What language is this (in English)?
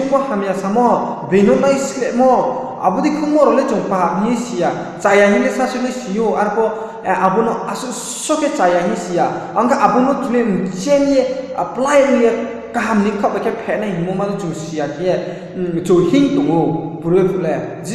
Riang (India)